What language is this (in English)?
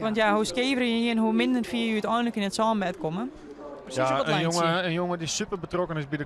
Western Frisian